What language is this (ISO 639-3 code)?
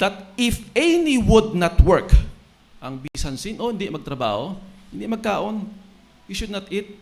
hil